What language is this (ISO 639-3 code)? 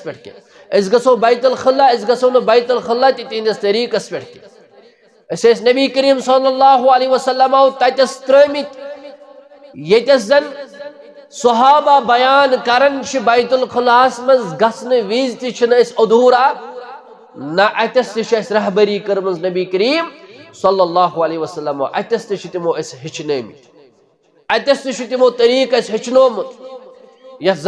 kas